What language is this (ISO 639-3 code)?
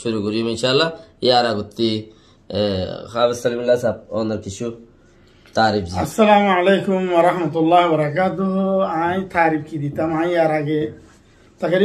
rhg